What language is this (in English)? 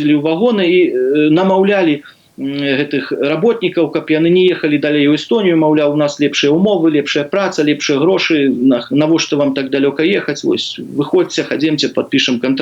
Belarusian